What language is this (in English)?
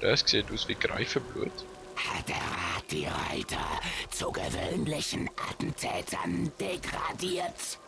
Swiss German